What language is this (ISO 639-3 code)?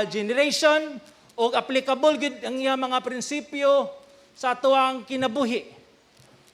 ceb